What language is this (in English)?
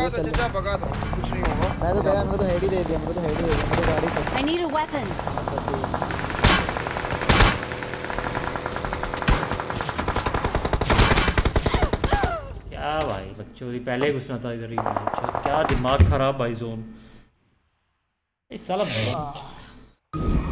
Hindi